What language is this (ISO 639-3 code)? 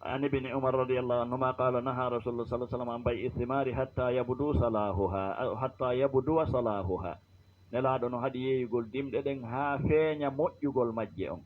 ful